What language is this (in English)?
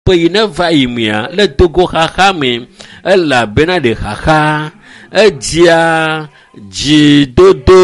Ewe